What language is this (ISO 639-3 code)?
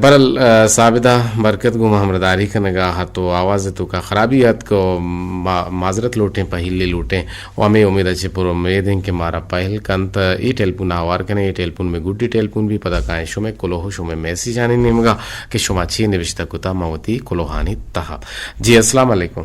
bgp